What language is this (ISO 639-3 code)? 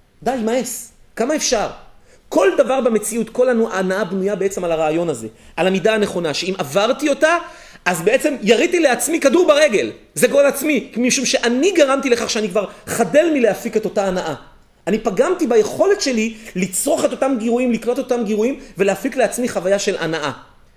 heb